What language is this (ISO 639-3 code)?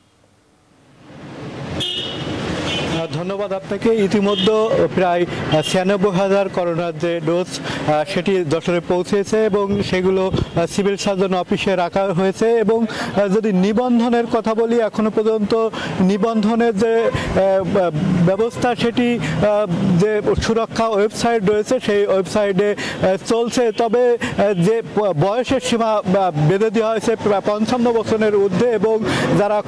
ben